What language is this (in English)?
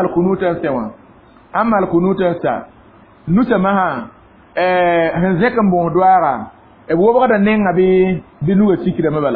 Mossi